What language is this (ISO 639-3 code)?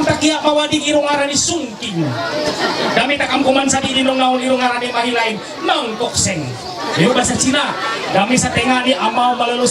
mhy